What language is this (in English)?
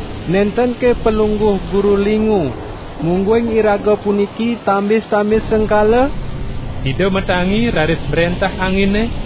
Balinese